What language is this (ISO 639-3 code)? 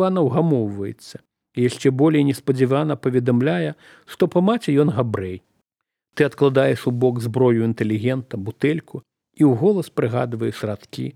bel